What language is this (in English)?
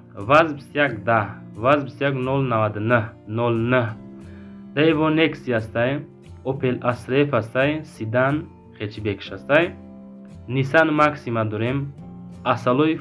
Tajik